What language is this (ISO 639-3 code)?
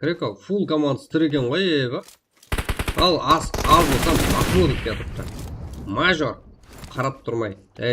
kaa